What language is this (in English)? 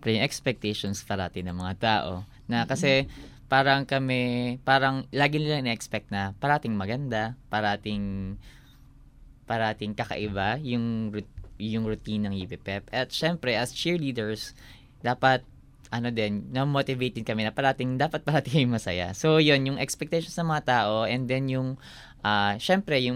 Filipino